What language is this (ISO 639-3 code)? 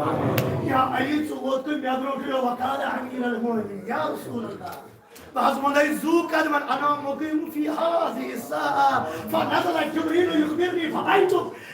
kas